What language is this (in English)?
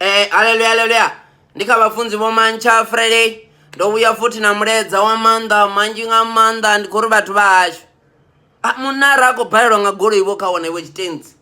Venda